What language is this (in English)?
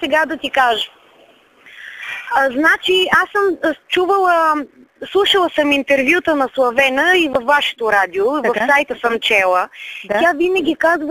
Bulgarian